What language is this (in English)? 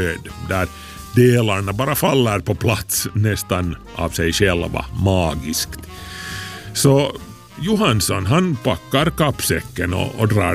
Swedish